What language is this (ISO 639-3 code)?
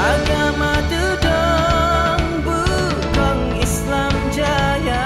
ace